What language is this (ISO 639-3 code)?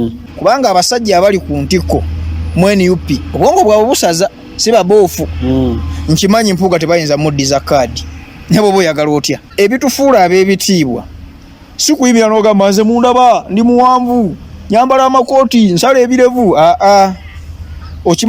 lug